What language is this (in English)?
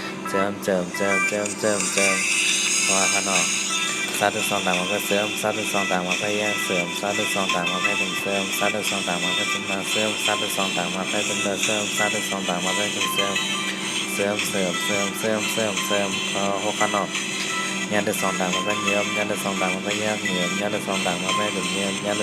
Shan